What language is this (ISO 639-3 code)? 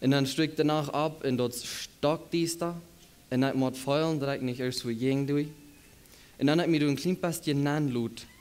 pdt